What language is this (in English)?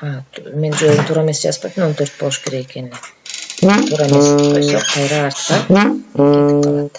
Kyrgyz